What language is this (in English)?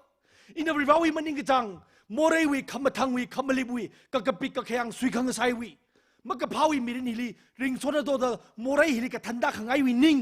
Tangkhul Naga (India)